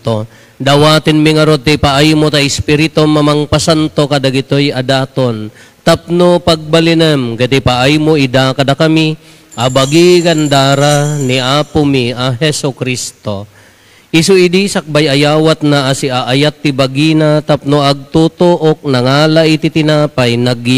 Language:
Iloko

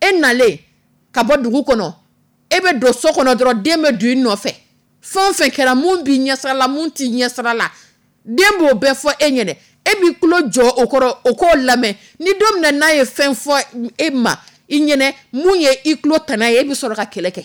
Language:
Dyula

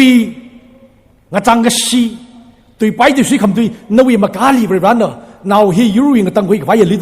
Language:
Tangkhul Naga (India)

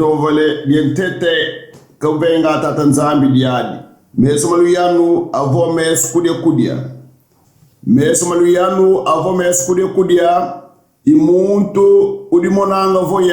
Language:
Kongo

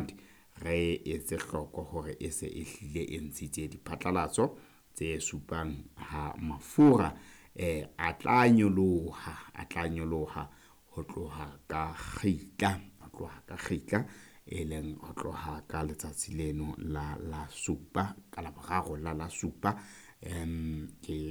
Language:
Southern Sotho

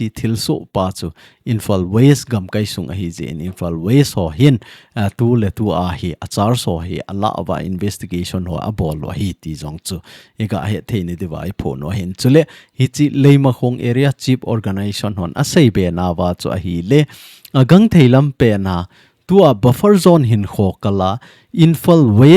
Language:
Thado Chin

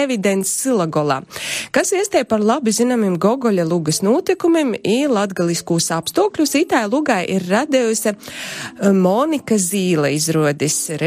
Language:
Latvian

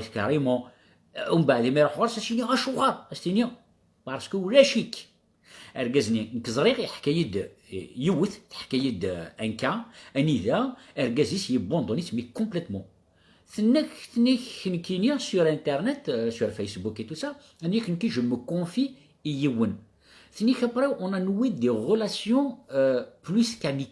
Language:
Kabyle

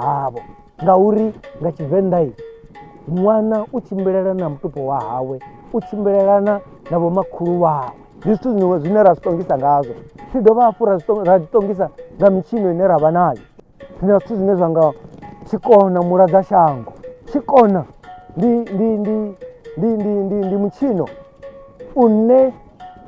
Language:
Venda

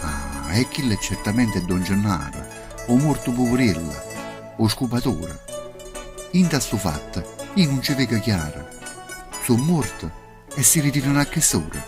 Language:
Neapolitan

